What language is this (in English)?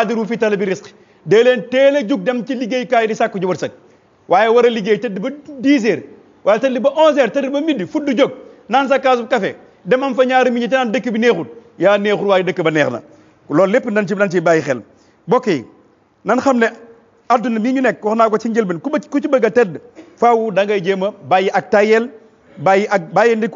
Wolof